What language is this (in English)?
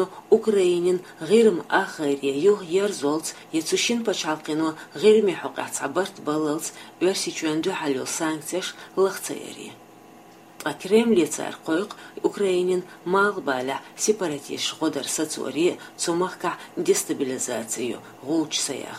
Chechen